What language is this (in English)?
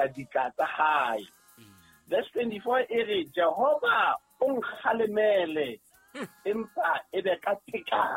Southern Sotho